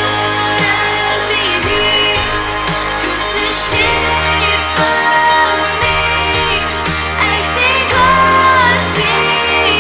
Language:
Plautdietsch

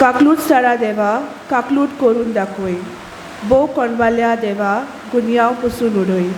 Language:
Konkani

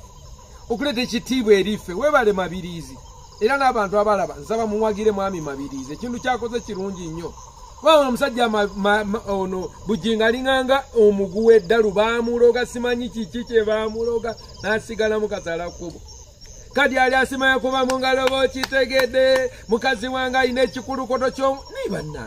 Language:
Ganda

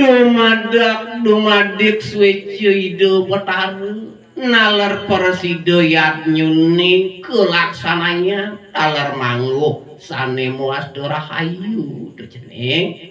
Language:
Balinese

